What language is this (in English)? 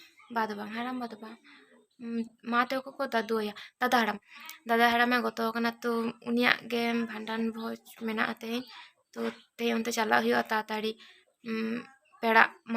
Santali